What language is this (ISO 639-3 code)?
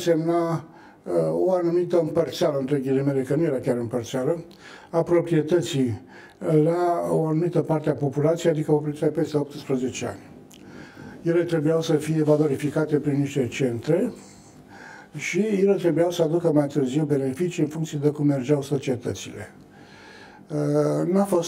ron